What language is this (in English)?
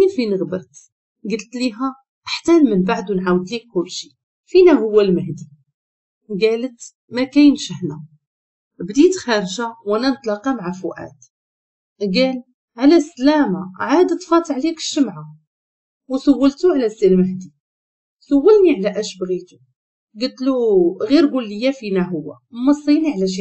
Moroccan Arabic